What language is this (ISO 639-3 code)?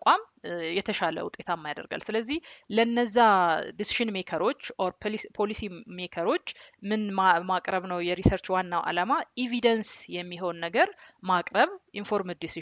amh